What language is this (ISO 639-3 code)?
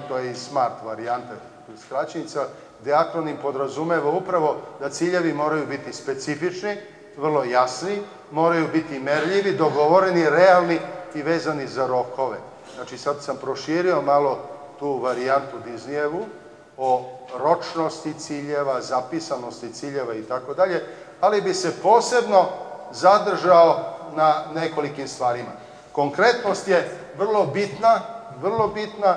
srp